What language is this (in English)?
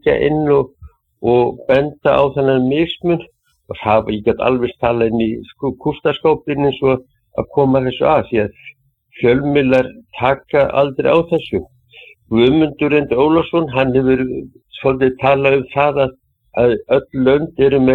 Icelandic